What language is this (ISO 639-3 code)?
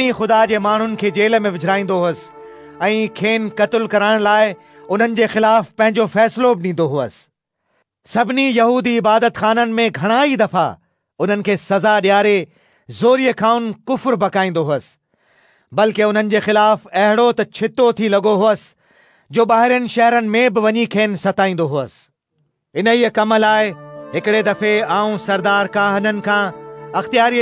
snd